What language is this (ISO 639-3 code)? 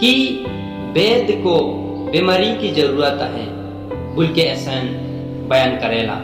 sck